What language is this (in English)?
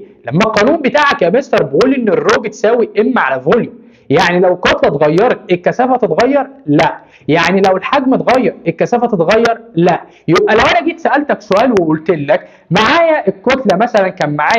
Egyptian Arabic